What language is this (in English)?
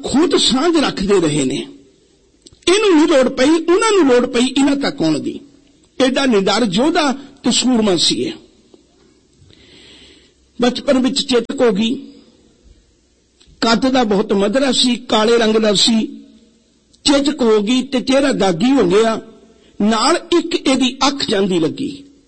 Punjabi